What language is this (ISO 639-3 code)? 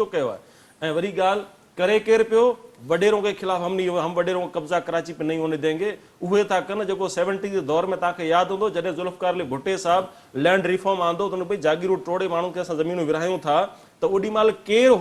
snd